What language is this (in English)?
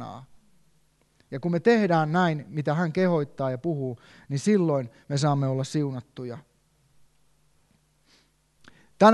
Finnish